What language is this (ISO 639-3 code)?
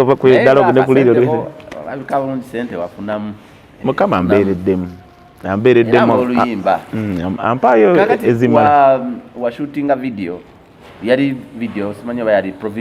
lug